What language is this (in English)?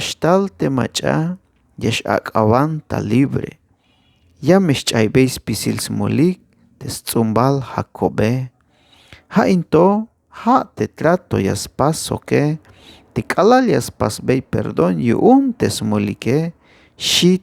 Tzeltal